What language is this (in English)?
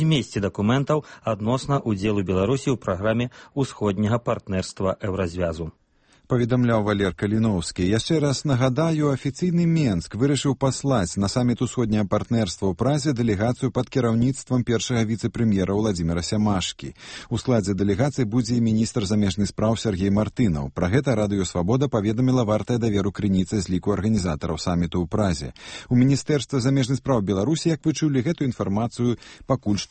Belarusian